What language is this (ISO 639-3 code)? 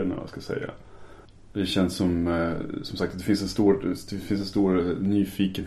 swe